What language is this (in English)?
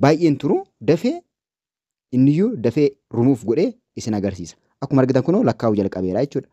Oromo